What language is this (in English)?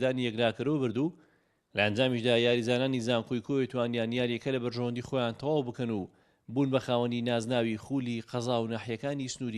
Central Kurdish